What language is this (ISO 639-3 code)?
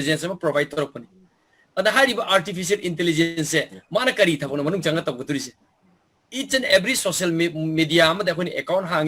mni